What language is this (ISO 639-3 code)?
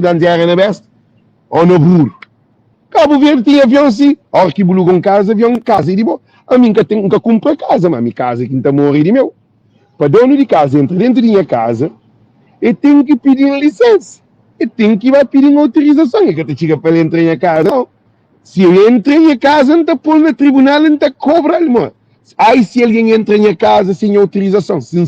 kea